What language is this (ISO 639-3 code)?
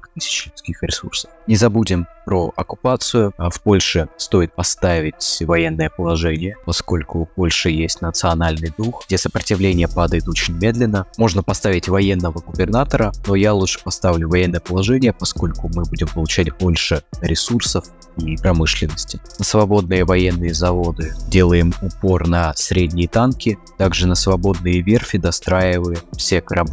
rus